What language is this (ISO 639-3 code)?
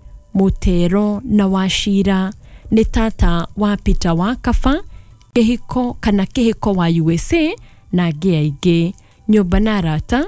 kik